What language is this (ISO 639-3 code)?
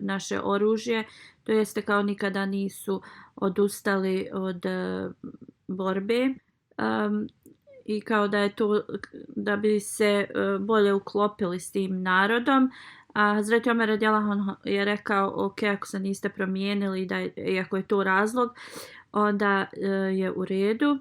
bos